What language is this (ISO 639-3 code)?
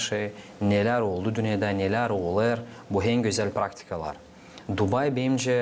gag